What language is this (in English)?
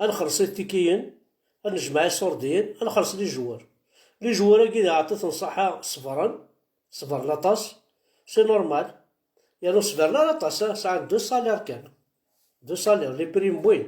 Kabyle